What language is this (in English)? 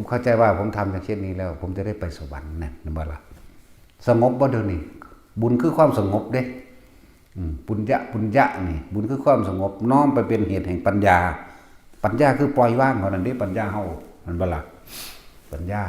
Northeastern Thai